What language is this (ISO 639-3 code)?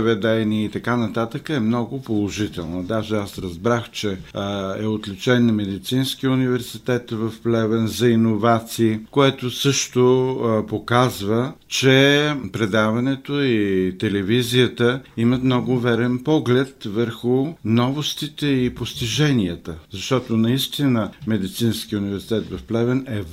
bul